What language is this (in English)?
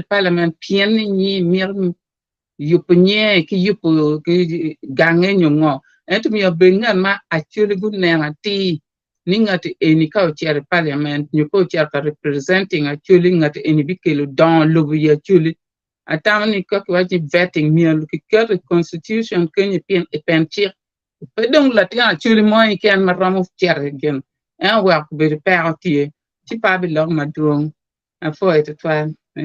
Acoli